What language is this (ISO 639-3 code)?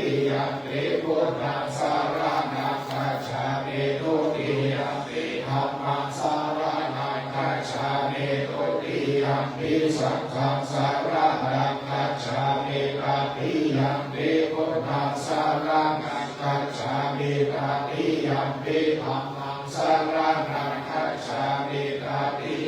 pli